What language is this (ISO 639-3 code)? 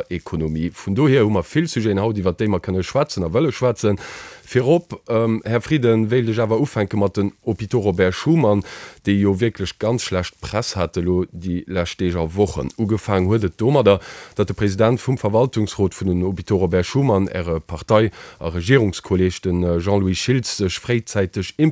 ltz